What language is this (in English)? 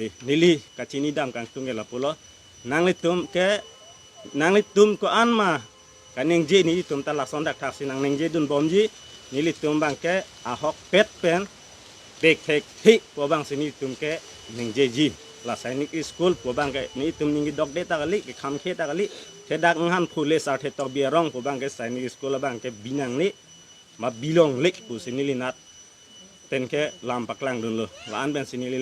Karbi